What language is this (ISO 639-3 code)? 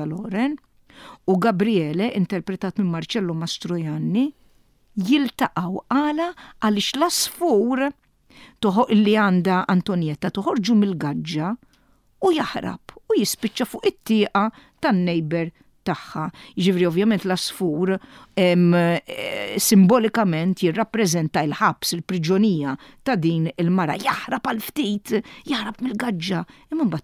mlt